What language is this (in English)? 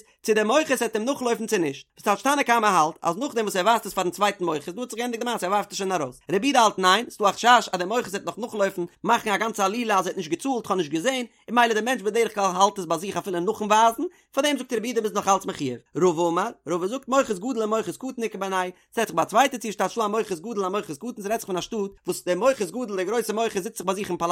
Yiddish